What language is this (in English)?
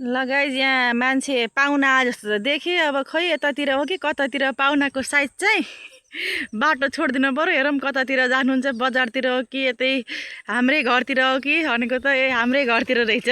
Nepali